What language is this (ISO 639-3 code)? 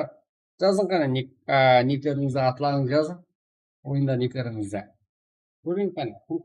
kaa